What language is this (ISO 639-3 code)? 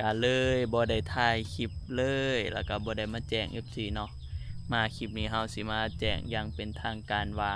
tts